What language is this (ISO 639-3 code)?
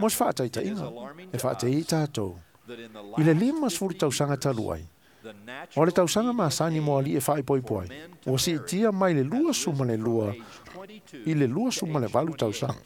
smo